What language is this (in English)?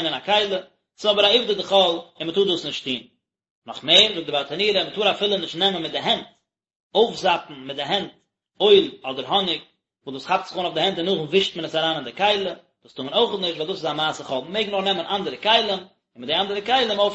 Yiddish